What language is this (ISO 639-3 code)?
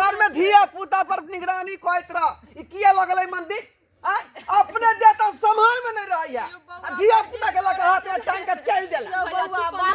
mai